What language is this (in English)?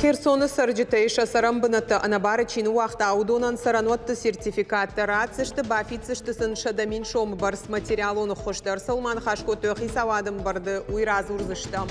Ossetic